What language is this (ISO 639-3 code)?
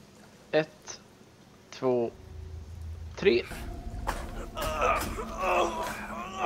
swe